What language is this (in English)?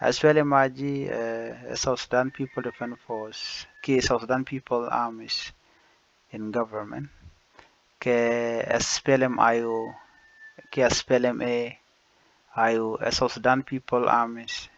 Nuer